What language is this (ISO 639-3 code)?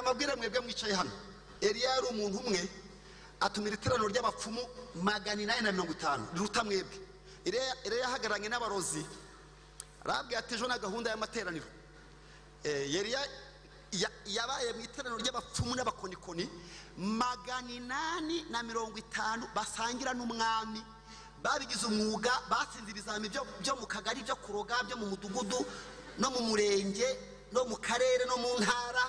kin